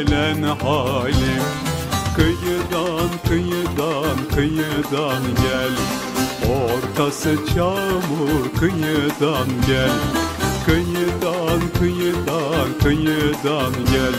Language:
Turkish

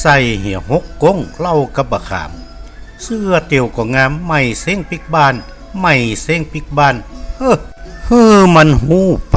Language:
Northern Thai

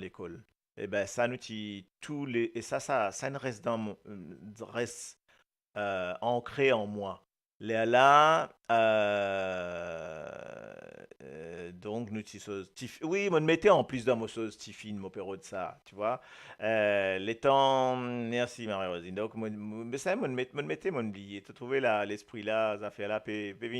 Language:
Morisyen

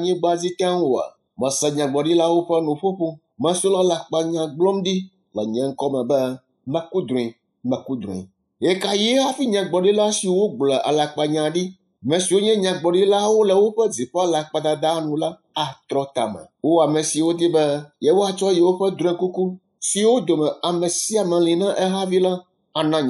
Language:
Ewe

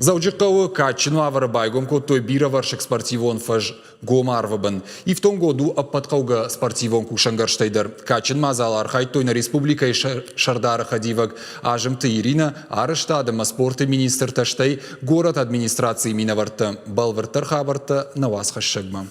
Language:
Ossetic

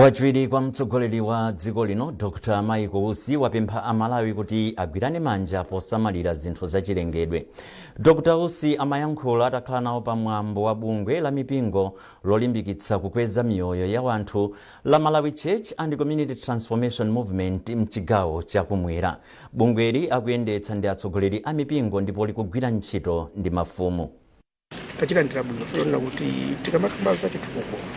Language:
Nyanja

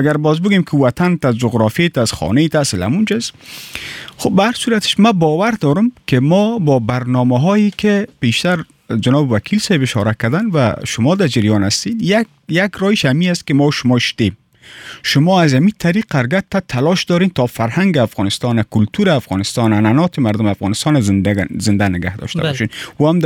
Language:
Persian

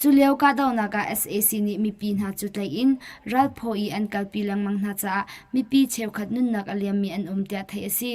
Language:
Hakha Chin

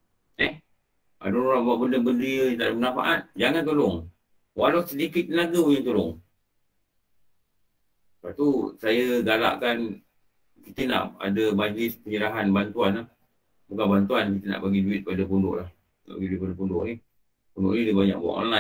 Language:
Malay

